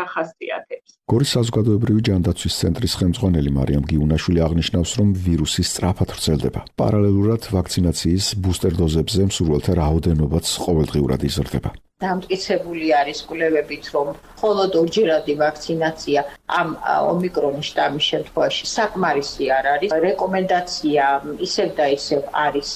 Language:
Georgian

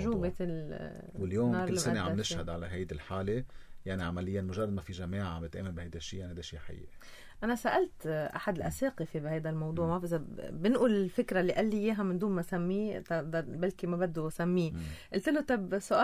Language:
North Levantine Arabic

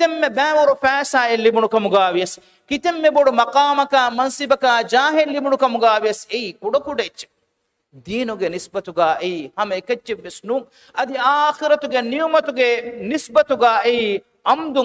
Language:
Divehi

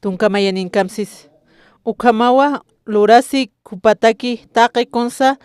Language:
Aymara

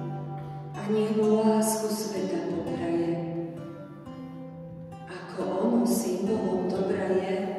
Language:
Slovak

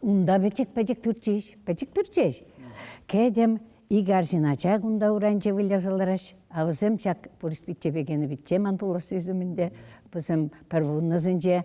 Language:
Chuvash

